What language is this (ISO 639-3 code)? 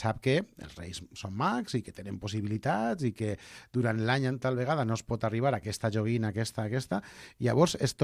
cat